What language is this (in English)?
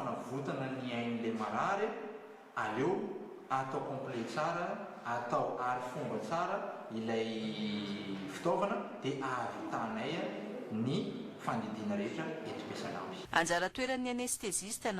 Malagasy